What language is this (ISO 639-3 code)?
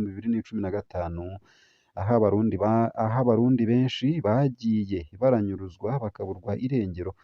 run